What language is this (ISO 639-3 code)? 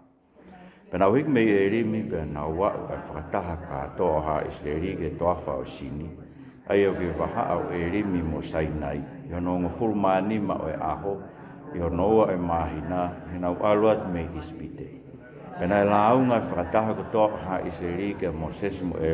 ton